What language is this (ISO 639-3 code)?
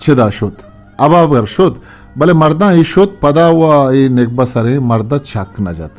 bgp